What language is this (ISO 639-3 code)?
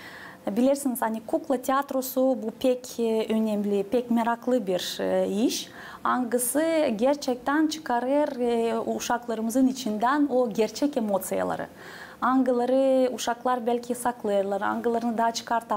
gag